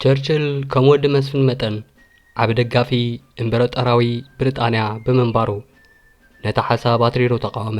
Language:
Tigrinya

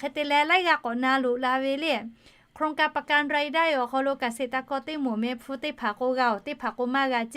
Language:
Lahu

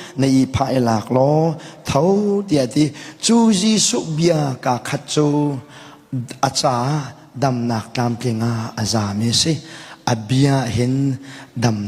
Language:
Hakha Chin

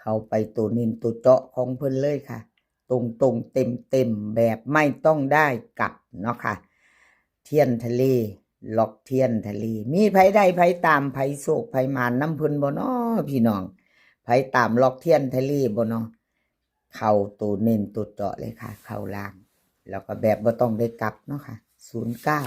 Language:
Northeastern Thai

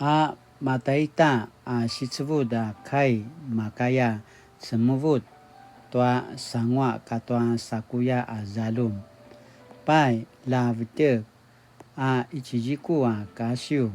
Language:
Paiwan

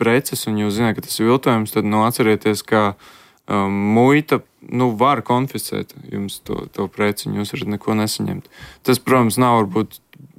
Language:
Latvian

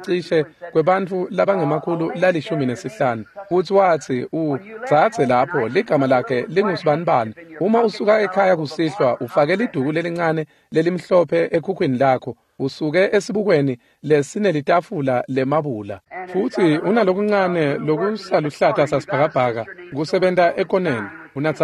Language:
Swati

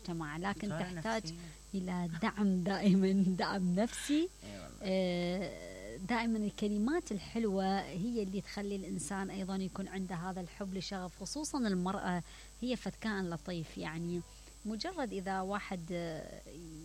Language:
Mesopotamian Arabic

